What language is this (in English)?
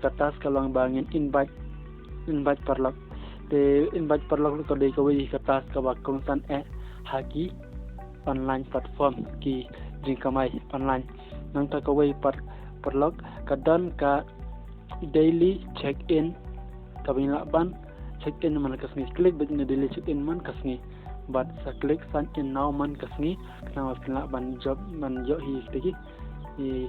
Khasi